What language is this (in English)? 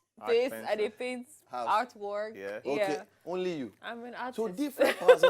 Nigerian Pidgin